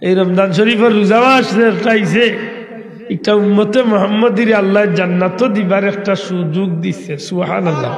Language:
Sylheti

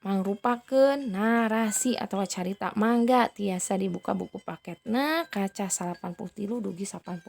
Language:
Sundanese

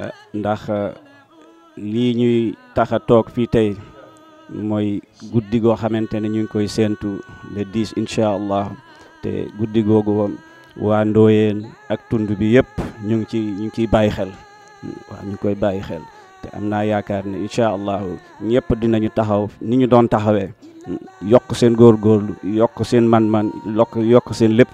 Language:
Wolof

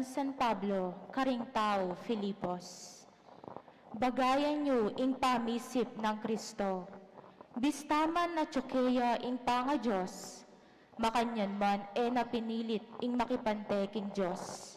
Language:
Pampanga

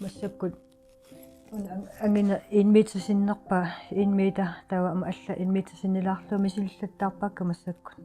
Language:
Kalaallisut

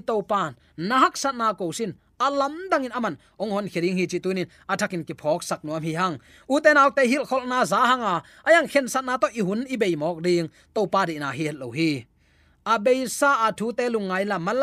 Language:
Tedim Chin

